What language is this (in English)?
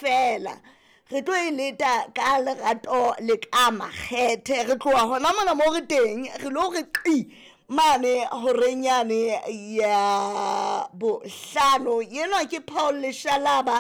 Southern Sotho